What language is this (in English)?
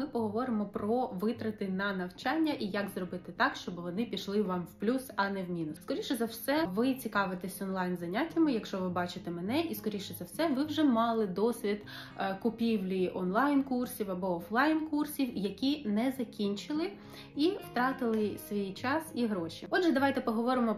Ukrainian